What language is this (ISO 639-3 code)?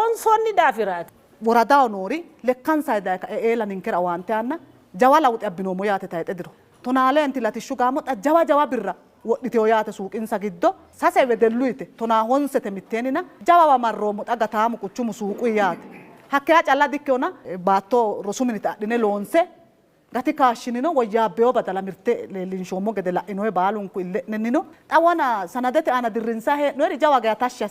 sid